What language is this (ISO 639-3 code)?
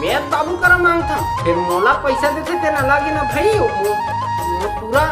hne